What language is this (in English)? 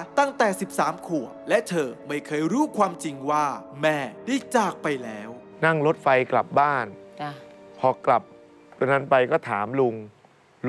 Thai